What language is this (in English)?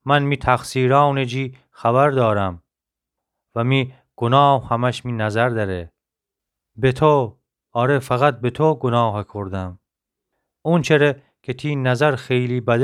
Gilaki